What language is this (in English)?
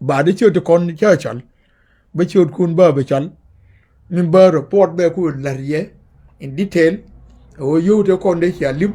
Nuer